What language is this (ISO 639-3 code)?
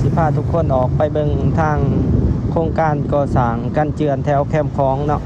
lao